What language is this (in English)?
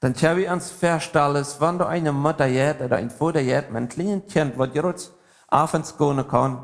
Plautdietsch